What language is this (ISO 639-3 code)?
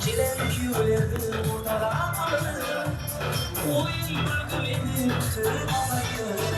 kaa